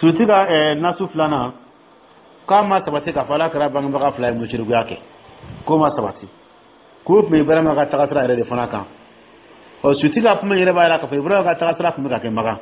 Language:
Dyula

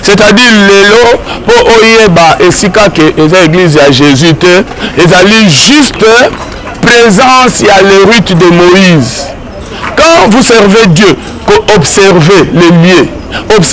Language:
Lingala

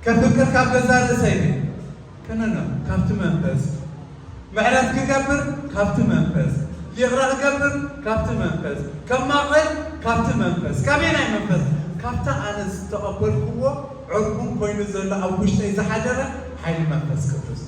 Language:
Tigrinya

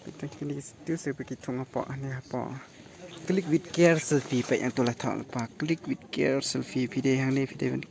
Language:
Khasi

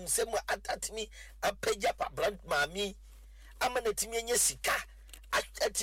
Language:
Akan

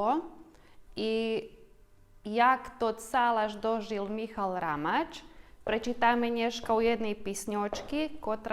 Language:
Rusyn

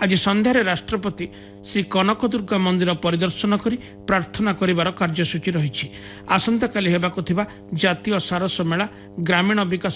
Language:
Odia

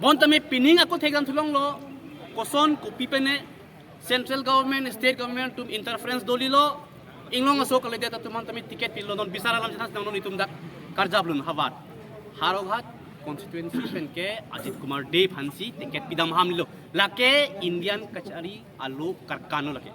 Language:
Karbi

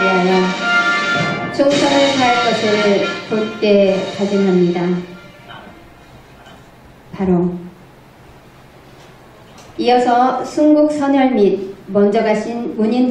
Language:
Korean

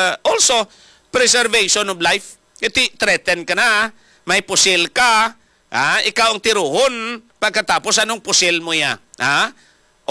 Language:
Hiligaynon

